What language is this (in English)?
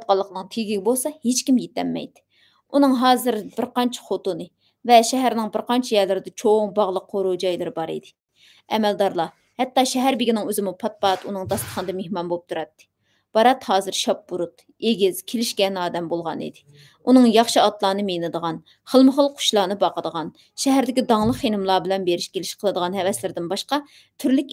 Uyghur